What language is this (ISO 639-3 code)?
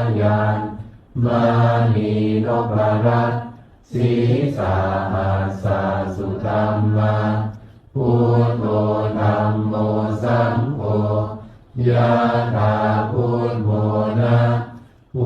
pli